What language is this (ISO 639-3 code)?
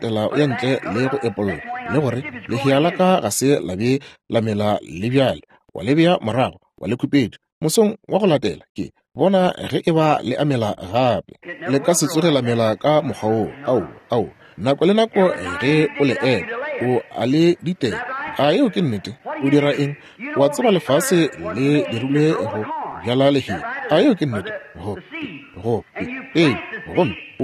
nso